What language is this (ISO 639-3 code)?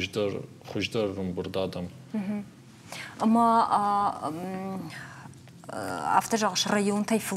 oss